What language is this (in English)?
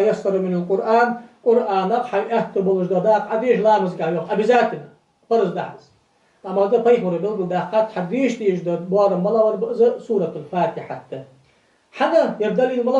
Ingush